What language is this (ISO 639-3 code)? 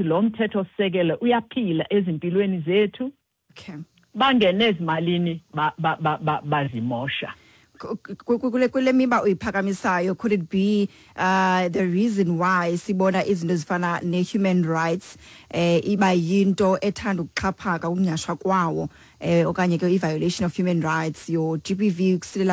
xho